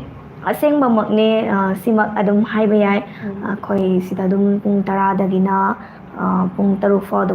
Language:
Manipuri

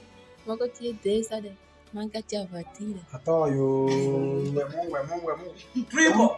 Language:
Alur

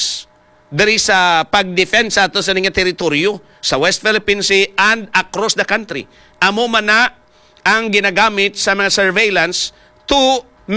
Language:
Hiligaynon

